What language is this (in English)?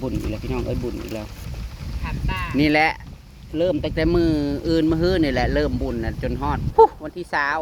Northeastern Thai